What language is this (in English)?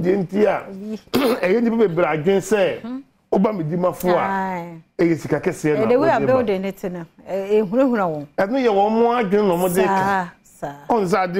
Akan